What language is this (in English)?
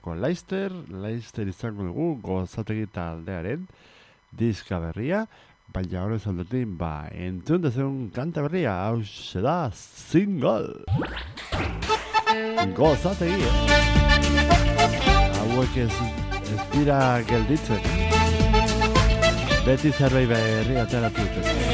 Basque